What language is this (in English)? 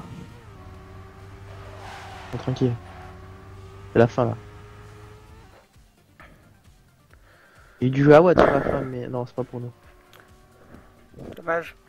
French